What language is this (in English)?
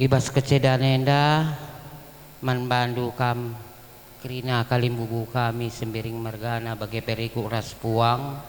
Batak Karo